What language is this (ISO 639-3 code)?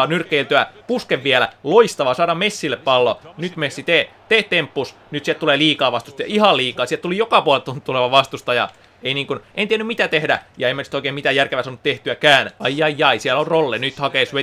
fin